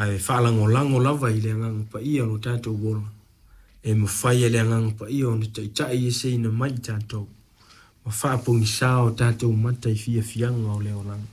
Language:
Samoan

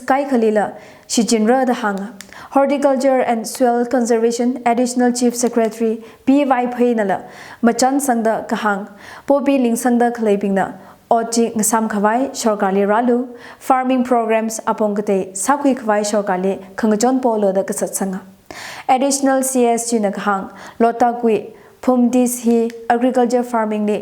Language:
Tangkhul Naga (India)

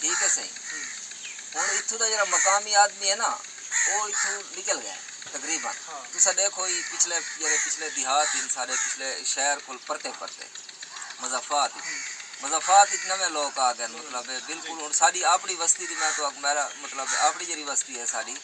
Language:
Saraiki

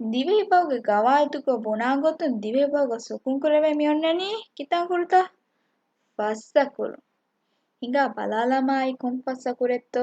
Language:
Divehi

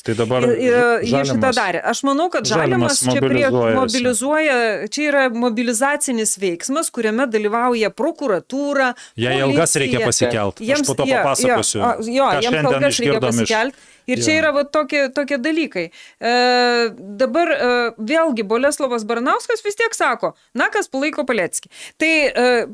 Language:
Lithuanian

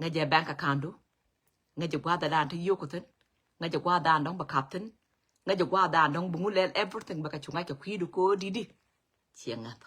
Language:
Nuer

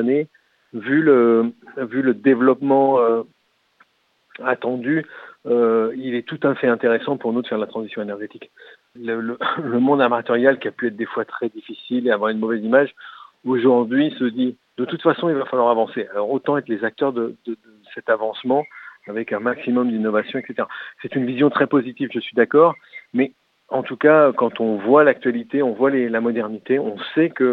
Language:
French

